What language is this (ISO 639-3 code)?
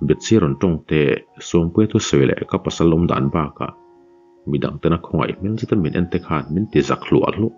lus